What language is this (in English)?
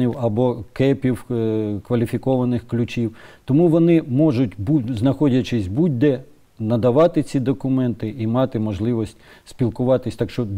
Ukrainian